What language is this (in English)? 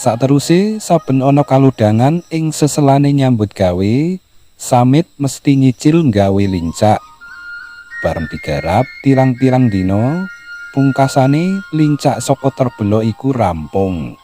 Javanese